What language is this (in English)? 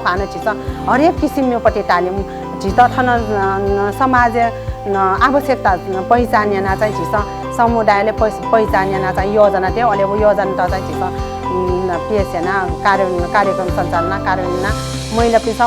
Newari